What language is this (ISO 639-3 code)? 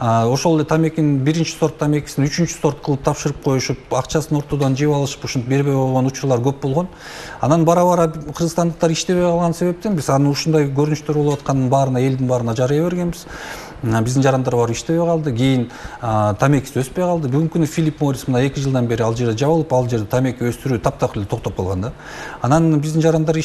kir